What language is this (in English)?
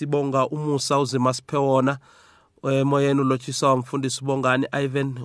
South Ndebele